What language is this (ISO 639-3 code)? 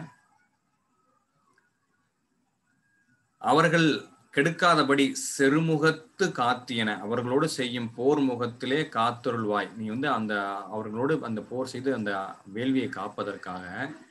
tam